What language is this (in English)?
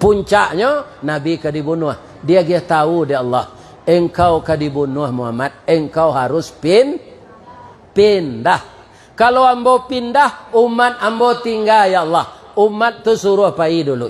Minangkabau